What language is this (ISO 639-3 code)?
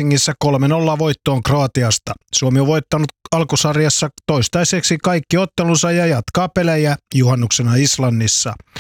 fin